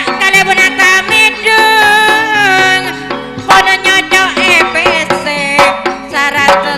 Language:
Madurese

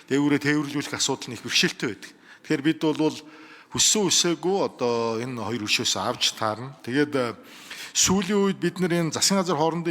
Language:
Mongolian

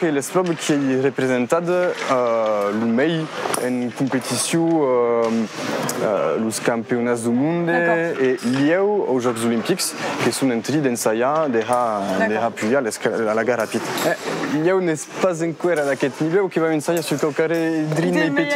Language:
Occitan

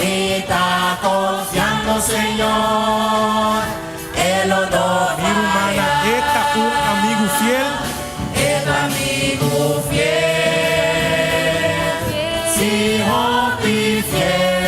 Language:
Papiamento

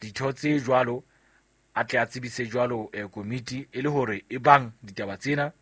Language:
Southern Sotho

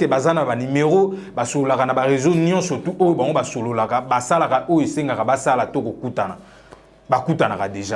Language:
Lingala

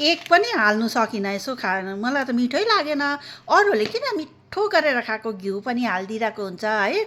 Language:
Nepali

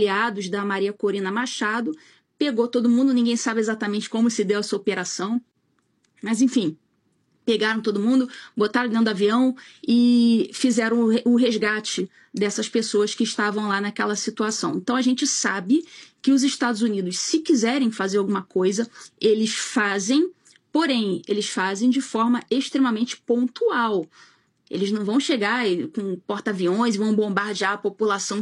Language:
Portuguese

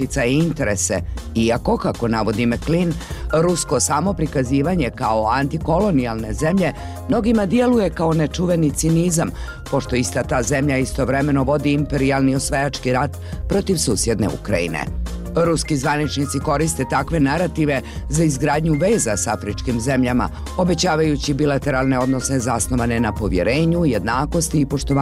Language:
Bosnian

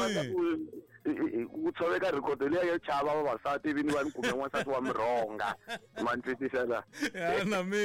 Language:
Tsonga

